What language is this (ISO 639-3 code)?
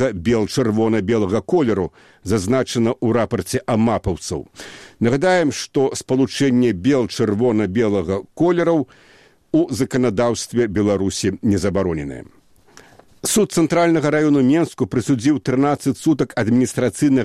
bel